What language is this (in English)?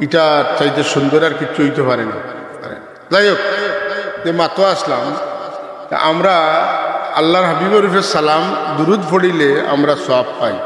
Sylheti